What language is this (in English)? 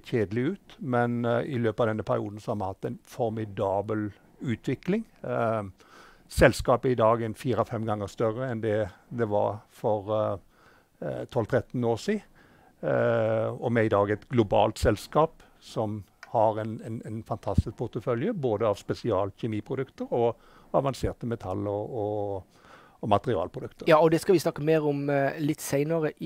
Norwegian